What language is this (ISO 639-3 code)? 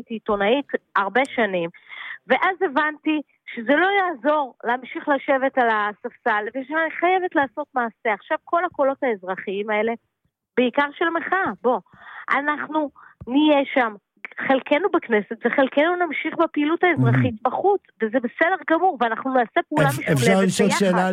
heb